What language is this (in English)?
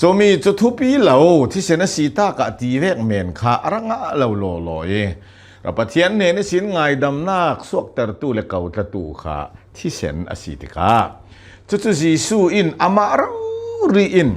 Hakha Chin